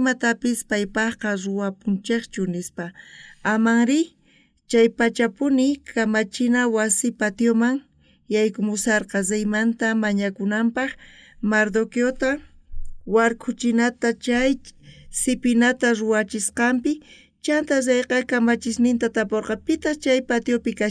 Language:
South Bolivian Quechua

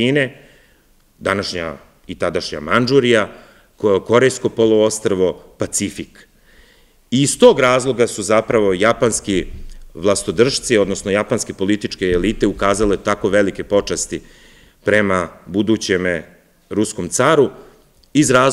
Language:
Serbian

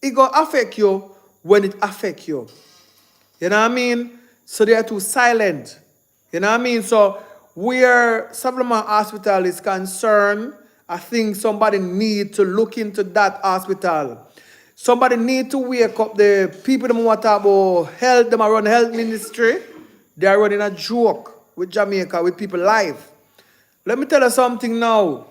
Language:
Jamaican Creole English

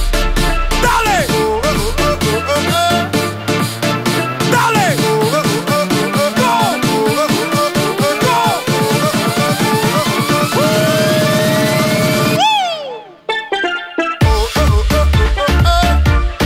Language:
Portuguese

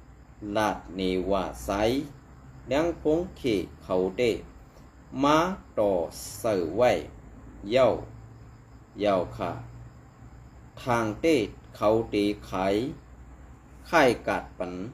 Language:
Shan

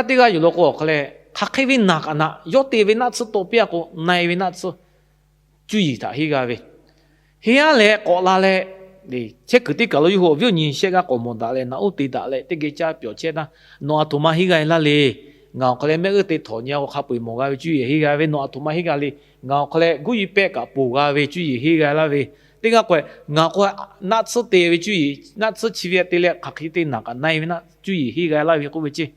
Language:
Lahu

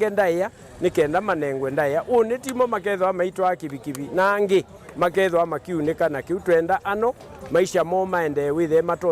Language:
Kamba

